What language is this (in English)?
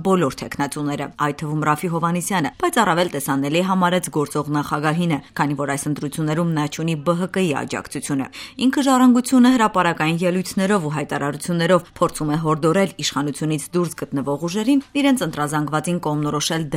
Armenian